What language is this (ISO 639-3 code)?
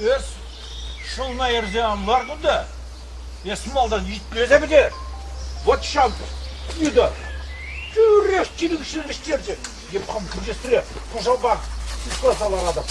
chv